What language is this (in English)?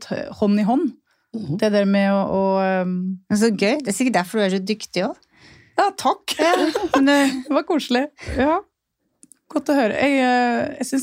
Norwegian